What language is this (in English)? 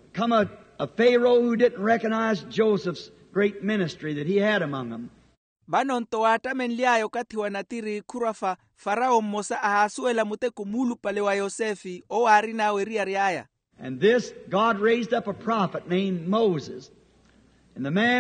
Makhuwa